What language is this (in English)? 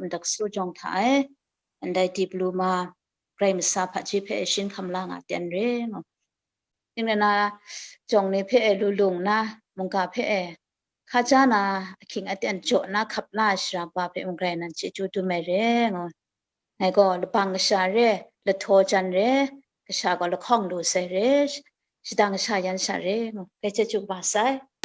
Kachin